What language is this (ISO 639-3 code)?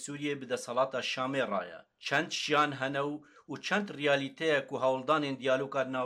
kur